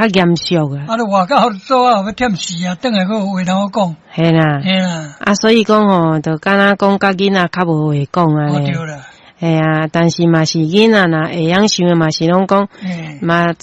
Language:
Min Nan Chinese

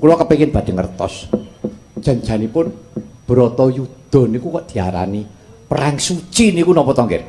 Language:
Javanese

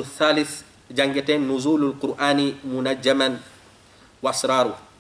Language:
Fula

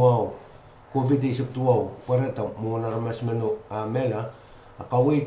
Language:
Pohnpeian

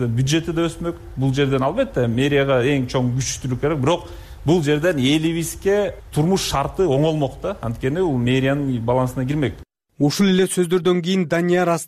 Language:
Kyrgyz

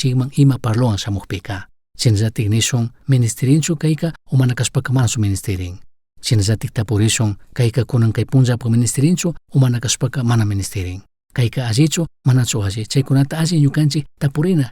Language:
Chimborazo Highland Quichua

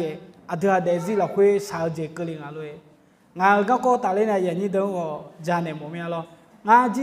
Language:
Akha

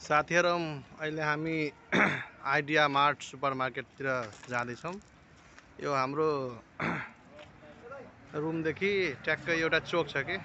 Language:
Nepali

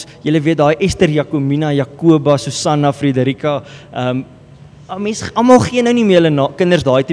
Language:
Afrikaans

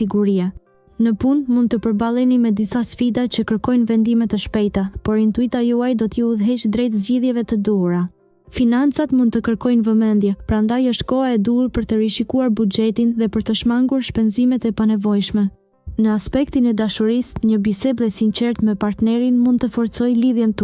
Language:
Albanian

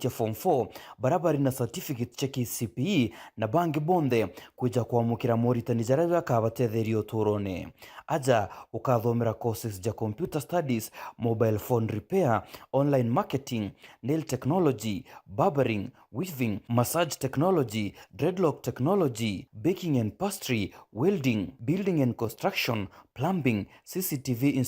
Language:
Meru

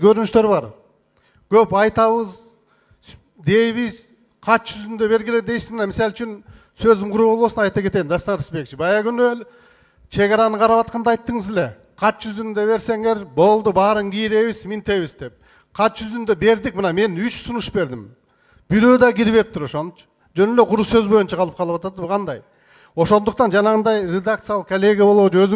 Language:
Kyrgyz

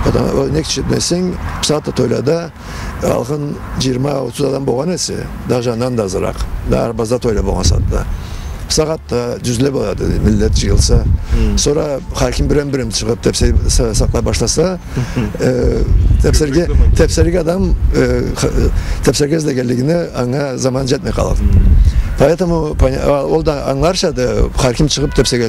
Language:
Karachay-Balkar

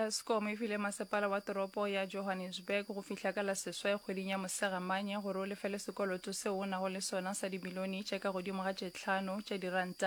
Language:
Northern Sotho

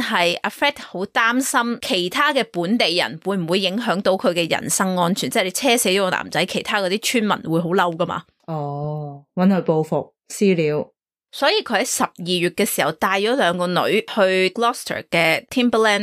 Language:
Cantonese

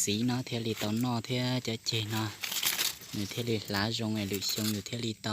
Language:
Hmong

